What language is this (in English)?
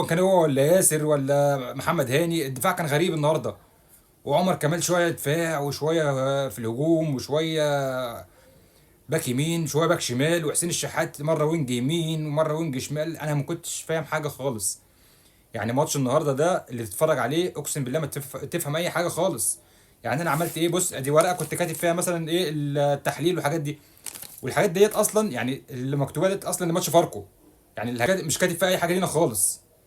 Egyptian Arabic